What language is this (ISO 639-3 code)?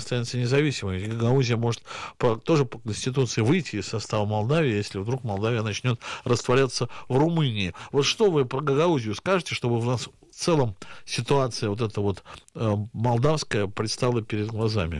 rus